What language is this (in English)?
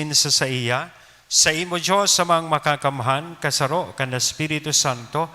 Bikol